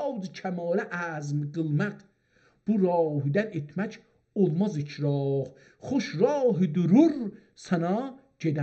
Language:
South Azerbaijani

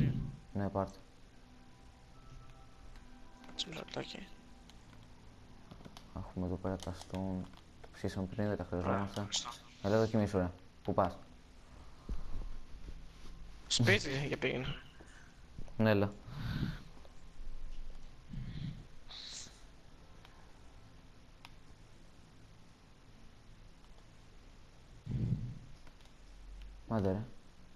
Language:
Greek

